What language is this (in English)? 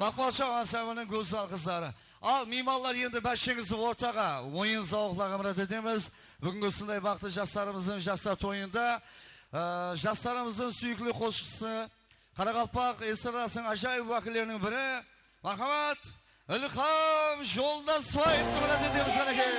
Kara-Kalpak